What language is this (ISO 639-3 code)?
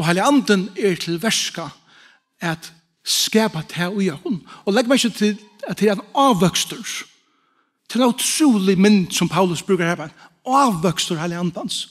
fao